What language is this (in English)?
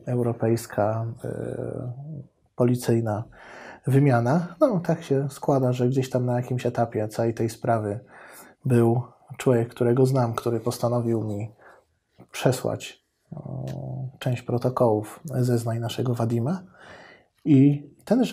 Polish